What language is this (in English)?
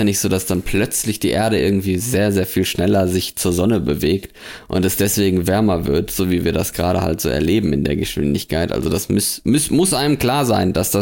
German